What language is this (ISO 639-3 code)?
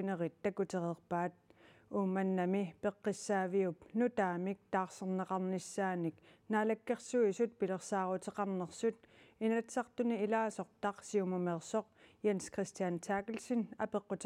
kal